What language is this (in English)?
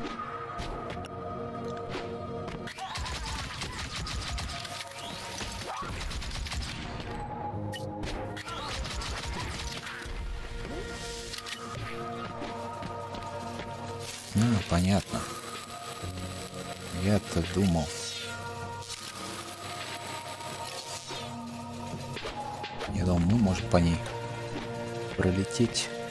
Russian